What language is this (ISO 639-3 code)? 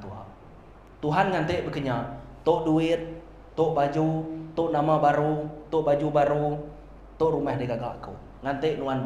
iba